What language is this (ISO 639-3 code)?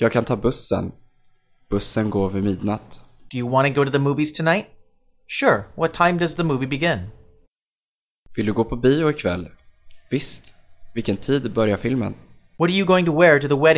swe